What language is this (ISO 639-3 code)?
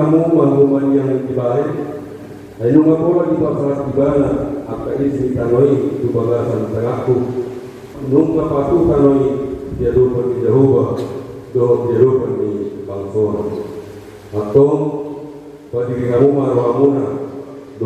bbc